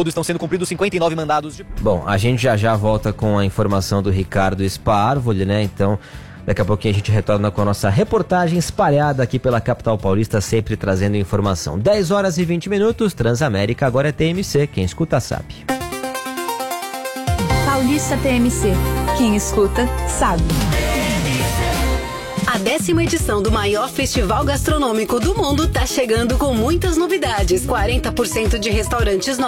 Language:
Portuguese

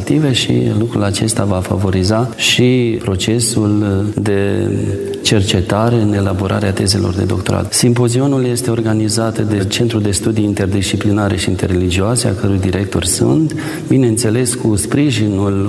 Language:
Romanian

